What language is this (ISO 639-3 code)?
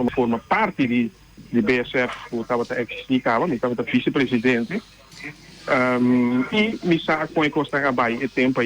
pap